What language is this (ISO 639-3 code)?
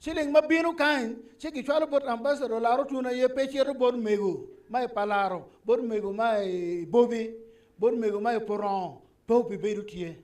ach